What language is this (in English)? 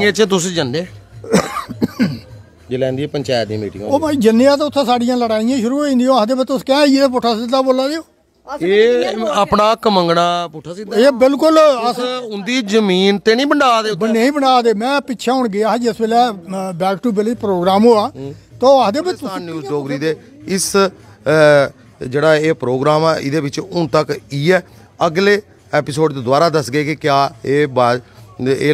Dogri